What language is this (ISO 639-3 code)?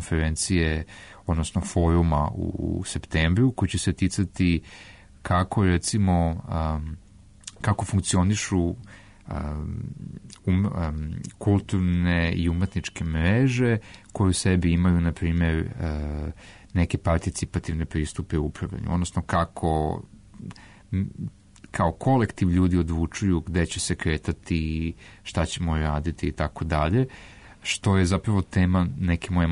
srp